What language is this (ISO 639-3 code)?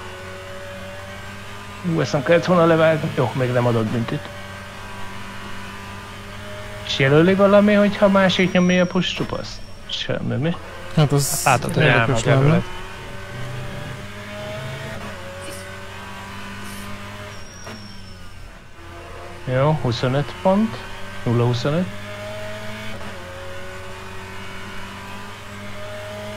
hun